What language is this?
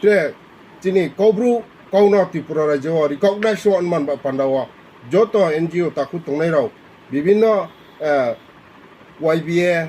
Riang (India)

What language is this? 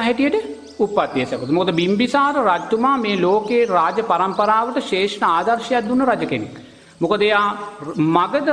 Sinhala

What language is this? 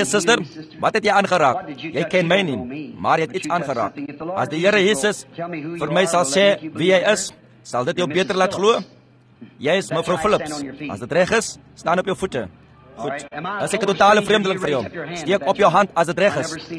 Afrikaans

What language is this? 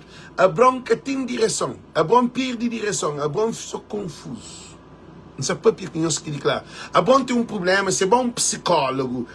Kabuverdianu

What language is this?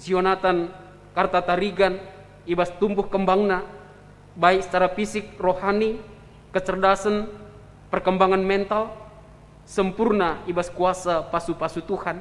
Batak Karo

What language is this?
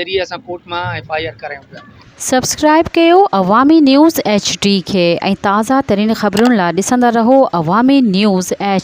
Sindhi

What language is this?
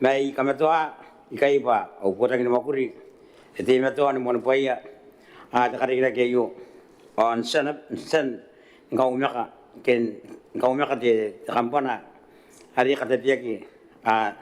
Gilbertese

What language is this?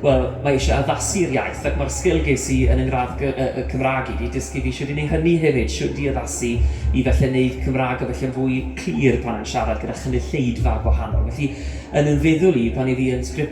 Welsh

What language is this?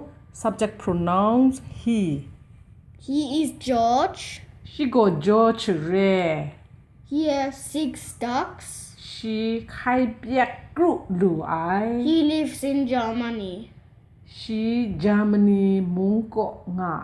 Kachin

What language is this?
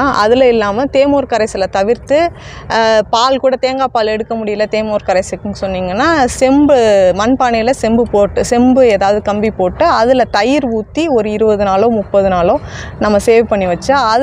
Tamil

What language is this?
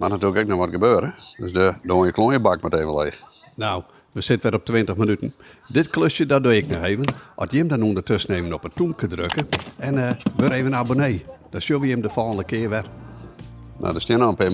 Western Frisian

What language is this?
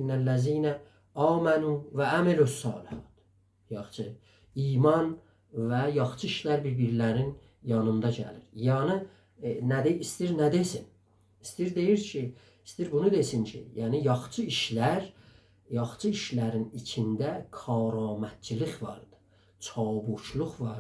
South Azerbaijani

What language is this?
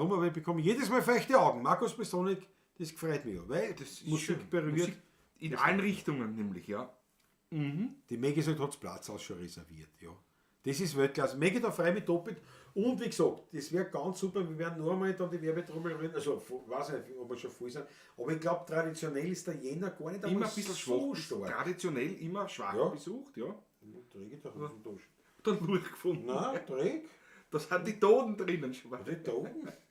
Bavarian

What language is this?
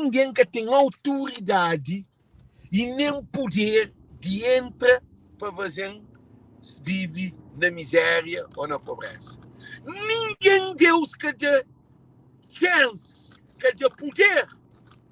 Kabuverdianu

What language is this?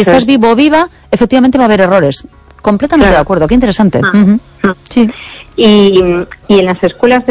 Spanish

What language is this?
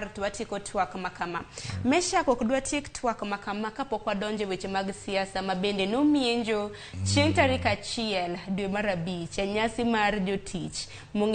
Luo (Kenya and Tanzania)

